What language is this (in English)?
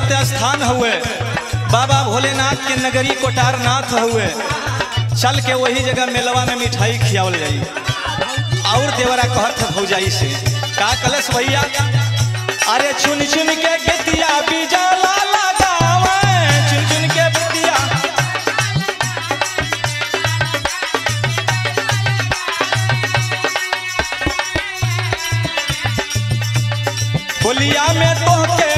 Bhojpuri